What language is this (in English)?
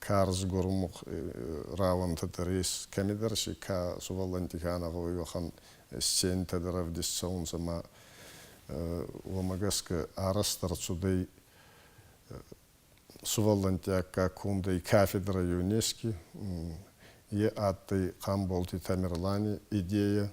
Ossetic